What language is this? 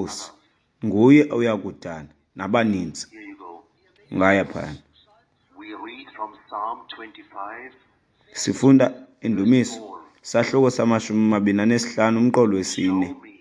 Xhosa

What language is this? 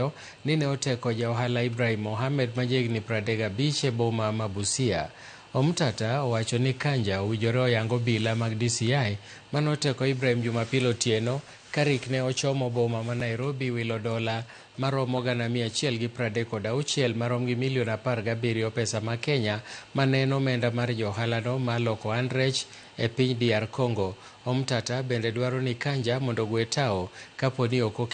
Luo (Kenya and Tanzania)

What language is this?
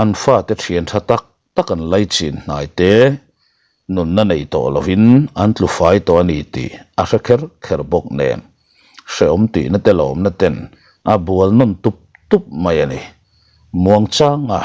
Mizo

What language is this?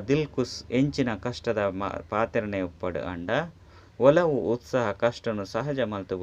Tulu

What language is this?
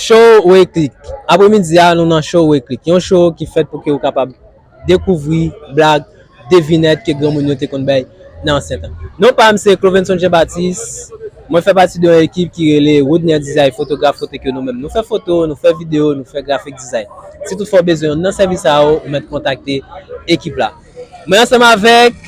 Haitian Creole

